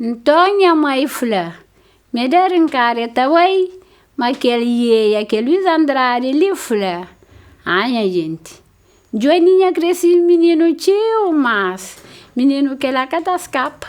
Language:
Kabuverdianu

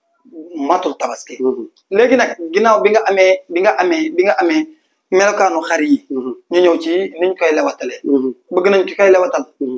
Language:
Wolof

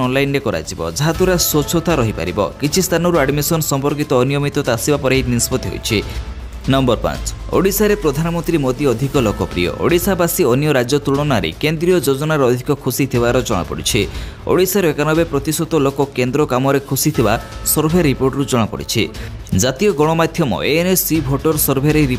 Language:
Odia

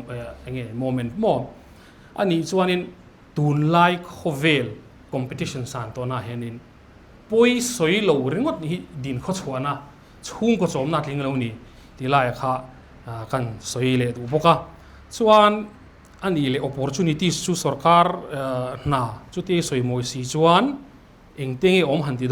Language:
Mizo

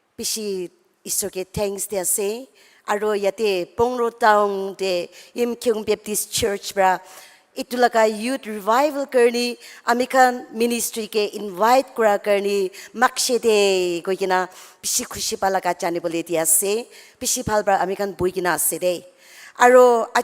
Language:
Naga Pidgin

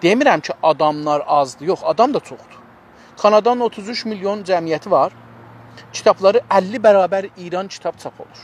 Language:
South Azerbaijani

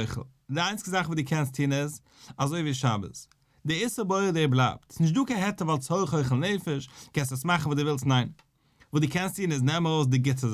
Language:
Yiddish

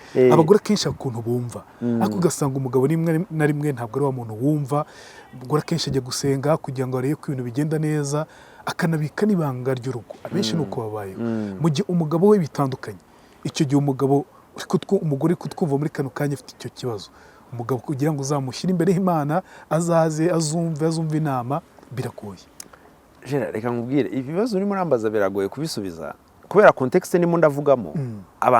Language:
Kinyarwanda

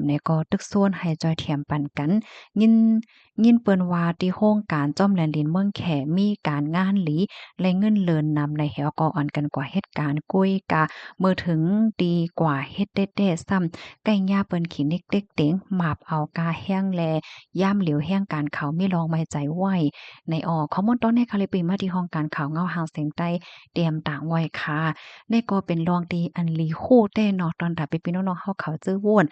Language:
Shan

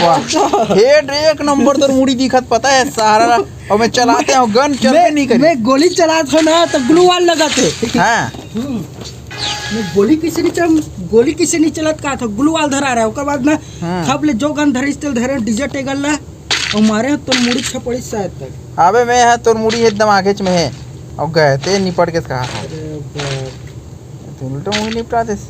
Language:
Chhattisgarhi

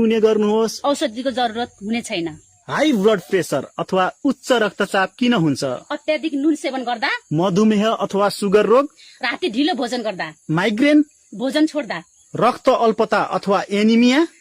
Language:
Nepali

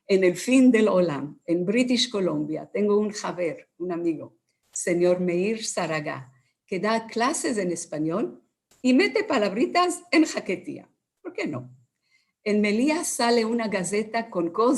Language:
Ladino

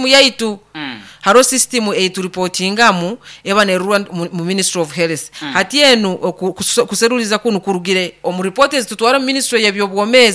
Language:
Nyoro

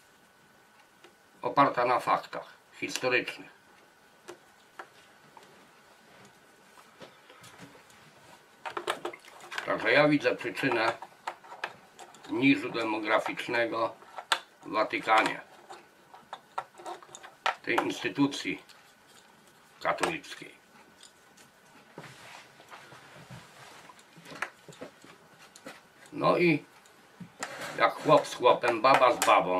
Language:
Polish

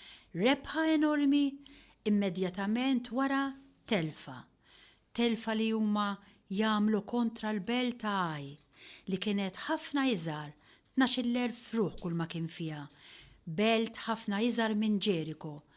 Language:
Maltese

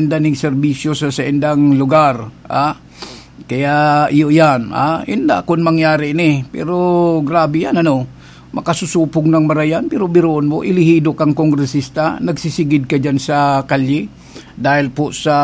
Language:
Bikol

